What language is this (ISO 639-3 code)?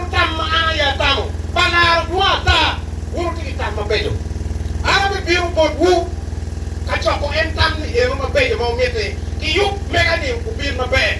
ach